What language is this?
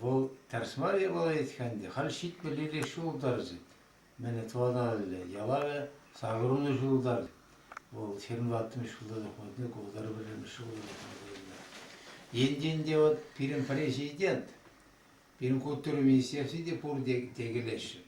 Chuvash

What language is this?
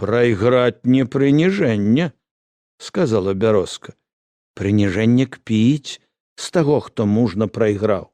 Belarusian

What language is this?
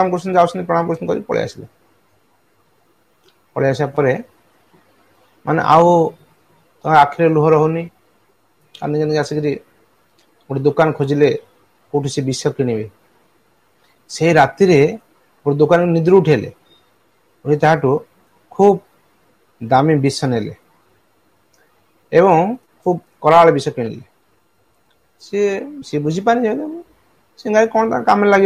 Odia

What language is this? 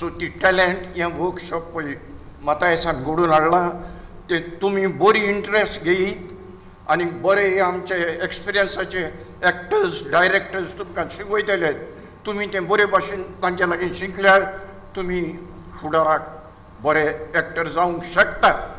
Konkani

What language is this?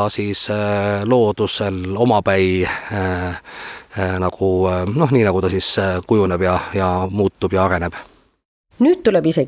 Estonian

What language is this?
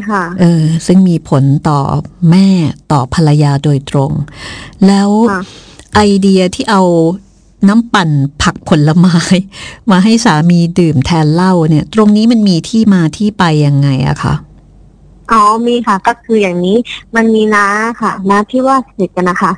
Thai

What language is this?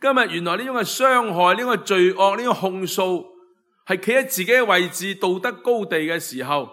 Cantonese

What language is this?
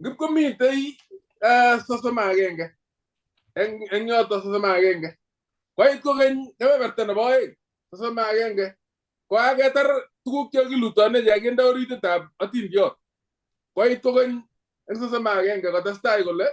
Kalenjin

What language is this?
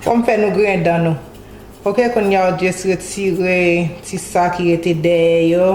Haitian Creole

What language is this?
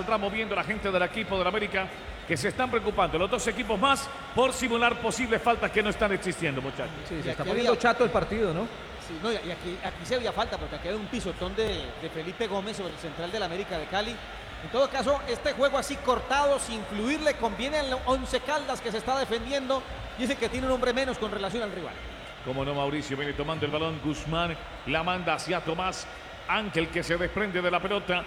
Spanish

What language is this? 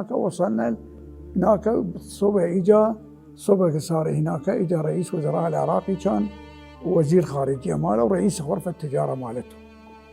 Mesopotamian Arabic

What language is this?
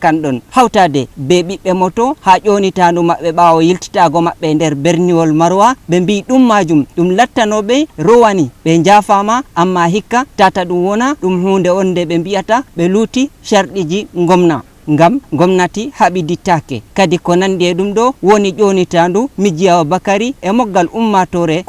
Fula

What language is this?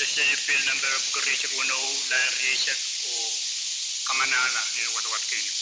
Pohnpeian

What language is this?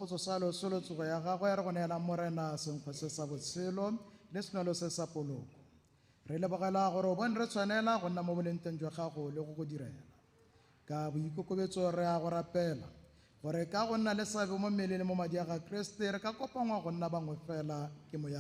Tswana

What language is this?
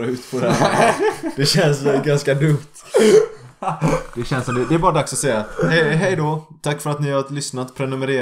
Swedish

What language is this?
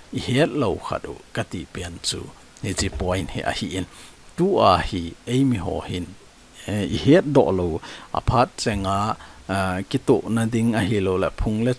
Thado Chin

